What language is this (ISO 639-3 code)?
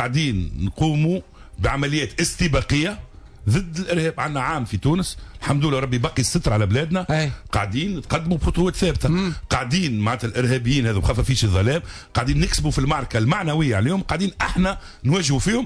aeb